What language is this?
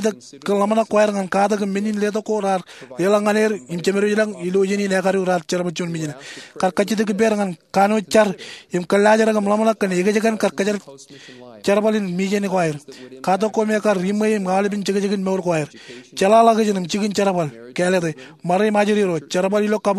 Marshallese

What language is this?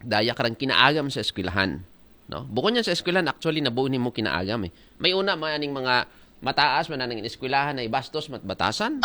Aklanon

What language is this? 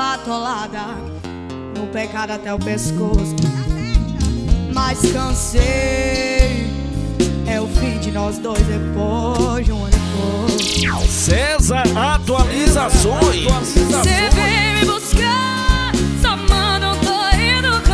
Portuguese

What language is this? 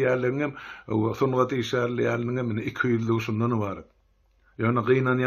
Turkmen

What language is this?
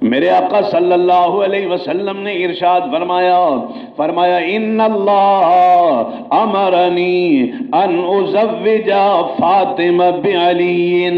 Saraiki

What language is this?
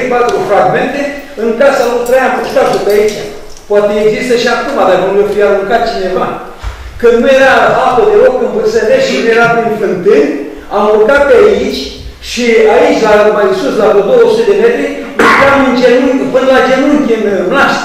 Romanian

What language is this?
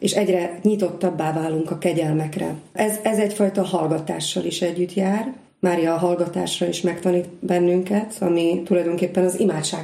Hungarian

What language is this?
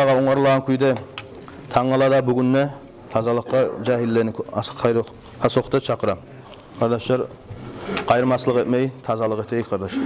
Kumyk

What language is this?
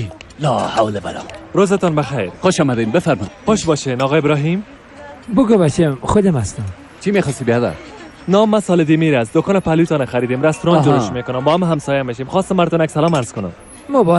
Persian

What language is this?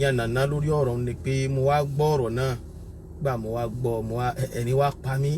Yoruba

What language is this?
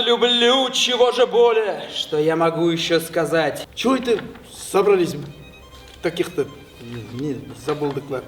Tatar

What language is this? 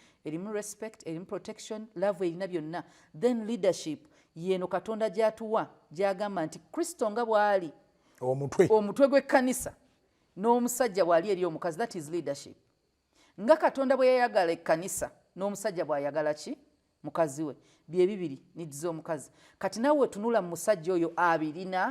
Ganda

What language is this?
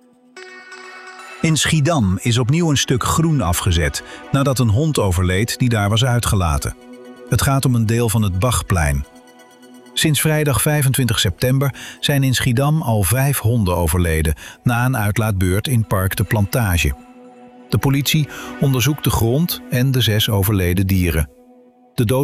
Dutch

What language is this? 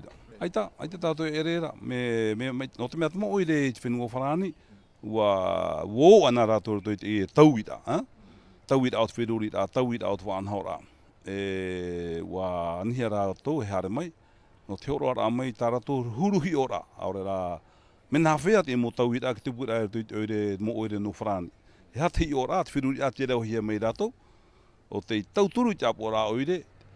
Tahitian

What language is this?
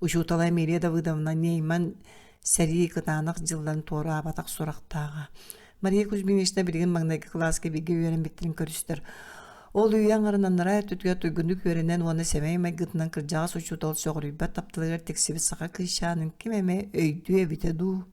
Yakut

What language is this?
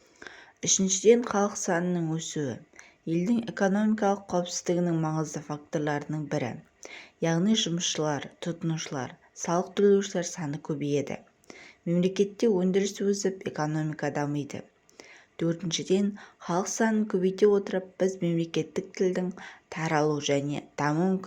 Kazakh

